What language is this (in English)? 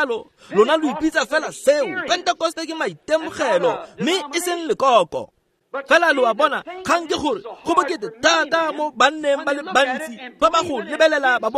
Tswana